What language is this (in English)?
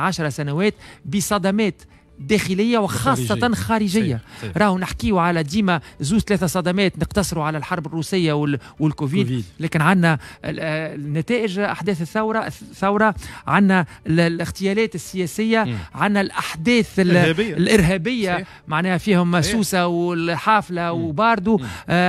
Tunisian Arabic